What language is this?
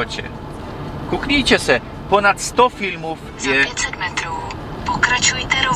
Silesian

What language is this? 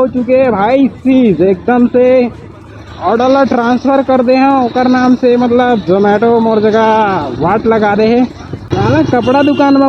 Chhattisgarhi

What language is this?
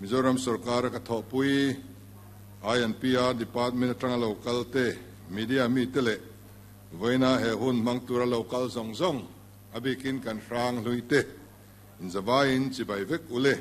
Mizo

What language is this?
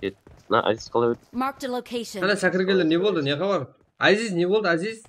Kara-Kalpak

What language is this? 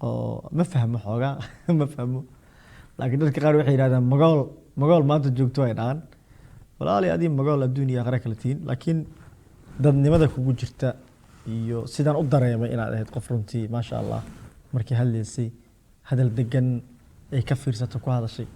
Somali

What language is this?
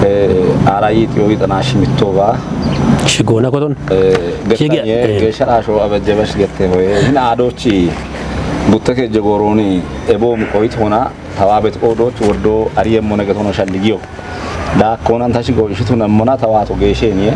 Kafa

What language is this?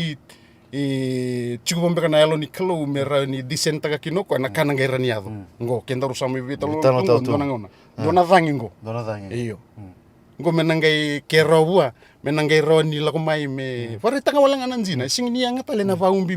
Fijian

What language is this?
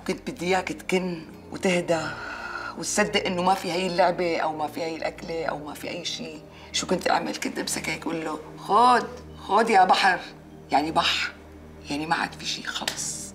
North Levantine Arabic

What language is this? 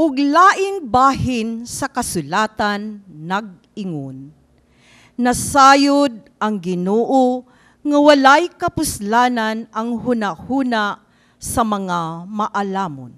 Cebuano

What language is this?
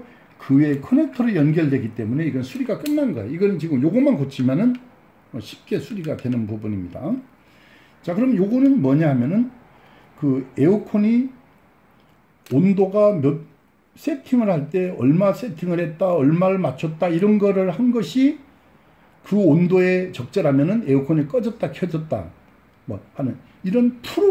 Korean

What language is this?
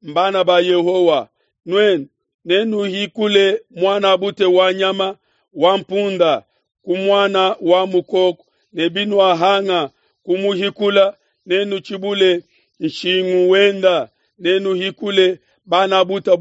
Luba-Lulua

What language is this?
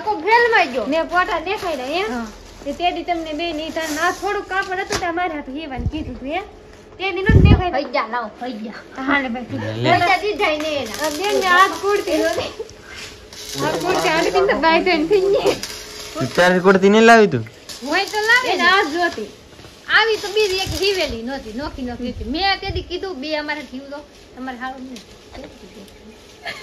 Gujarati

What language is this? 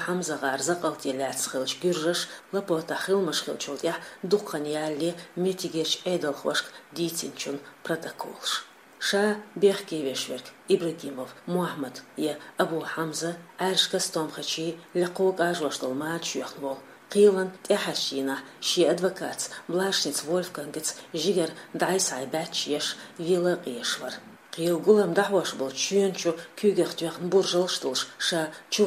Chechen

